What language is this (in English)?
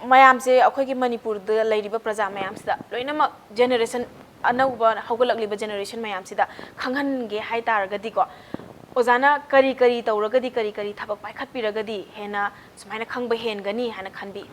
Manipuri